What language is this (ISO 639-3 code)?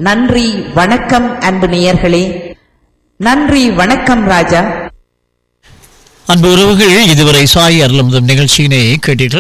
tam